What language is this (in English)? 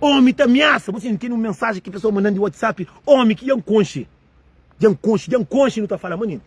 Kabuverdianu